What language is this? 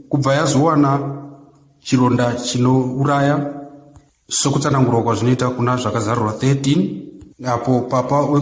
Shona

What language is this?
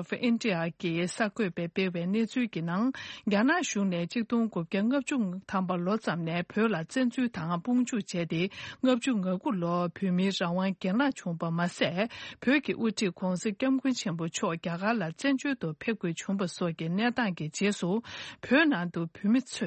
Tibetan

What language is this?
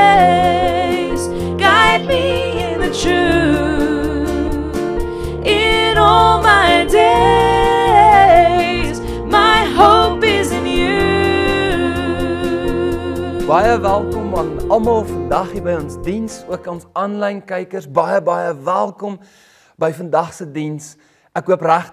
Afrikaans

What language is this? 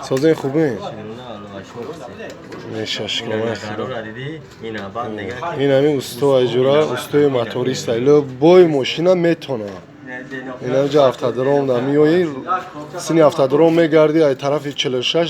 Tajik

